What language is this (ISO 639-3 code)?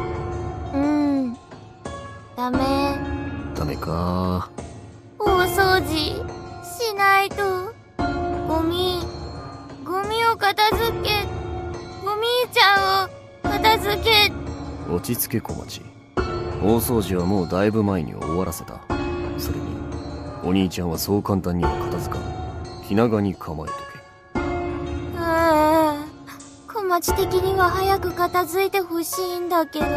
jpn